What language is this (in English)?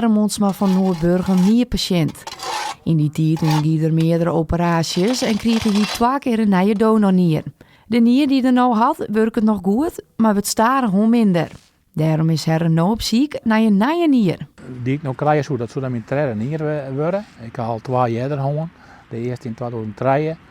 Western Frisian